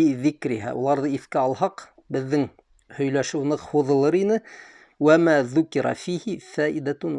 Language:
Bashkir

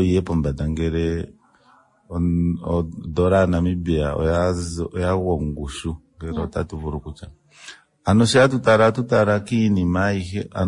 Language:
Kuanyama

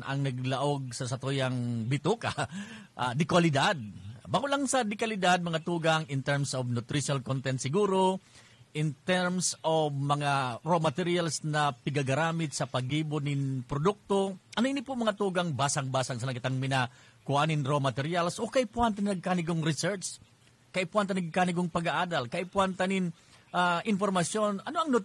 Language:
Bikol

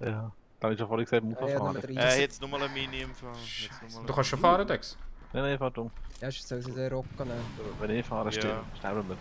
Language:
Swiss German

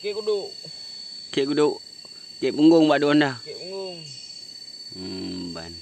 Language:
Achinese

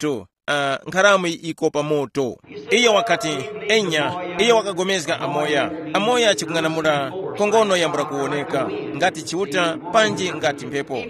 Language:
Tumbuka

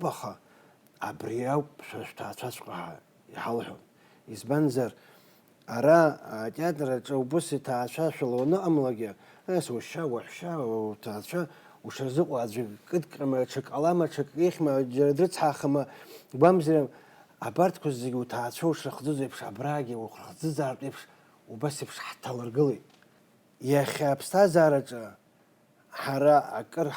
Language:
Abkhazian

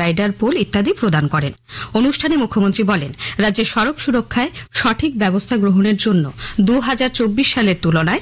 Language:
Bangla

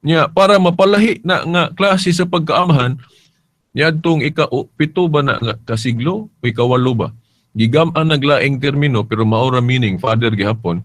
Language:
Cebuano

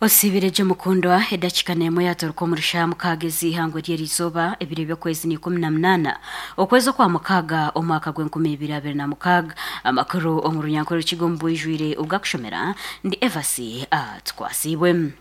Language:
Nyankole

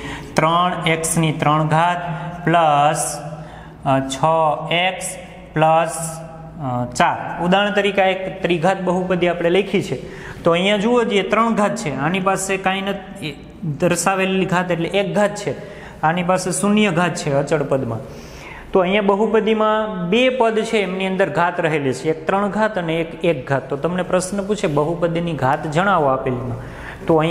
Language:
Gujarati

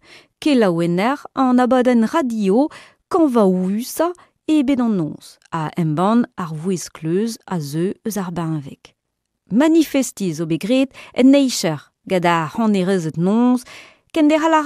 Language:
Breton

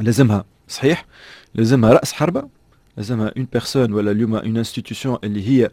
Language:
Tunisian Arabic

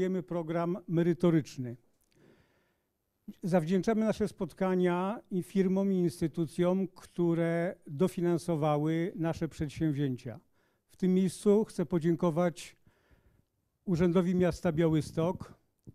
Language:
Polish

